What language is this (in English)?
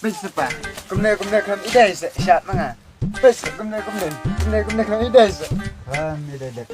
Khasi